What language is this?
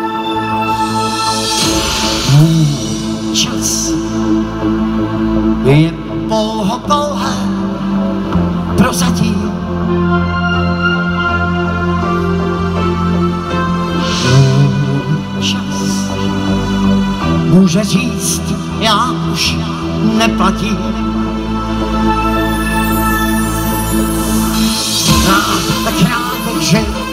Czech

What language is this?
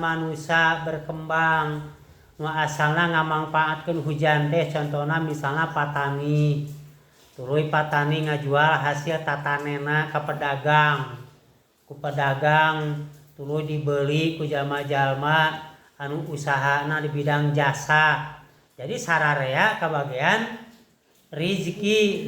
Sundanese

